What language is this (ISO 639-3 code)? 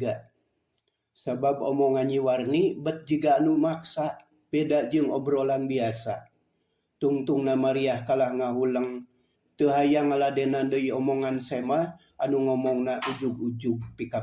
sun